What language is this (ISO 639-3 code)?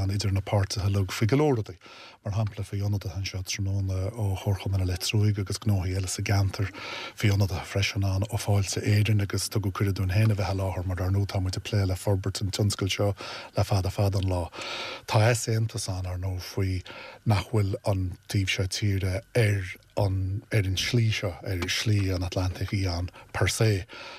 gle